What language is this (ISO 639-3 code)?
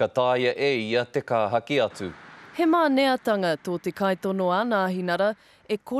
mri